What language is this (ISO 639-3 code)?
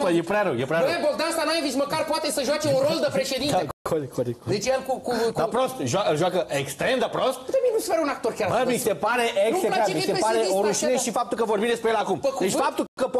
ron